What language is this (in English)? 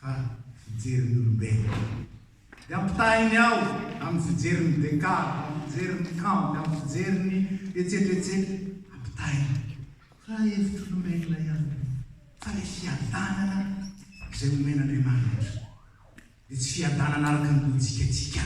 Malagasy